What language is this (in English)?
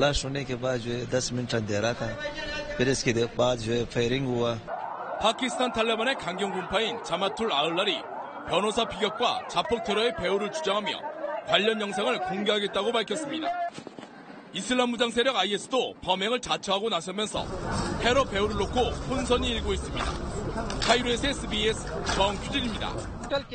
Korean